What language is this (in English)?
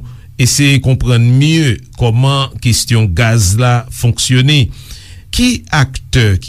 Haitian Creole